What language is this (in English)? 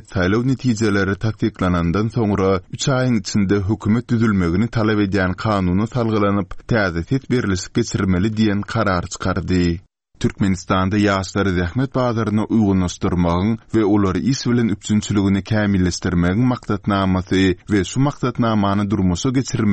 Turkmen